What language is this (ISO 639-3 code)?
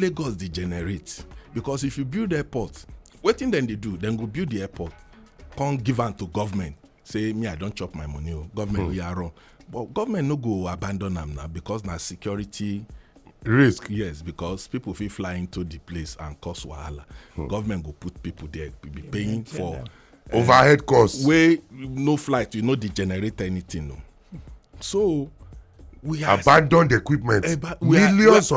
pcm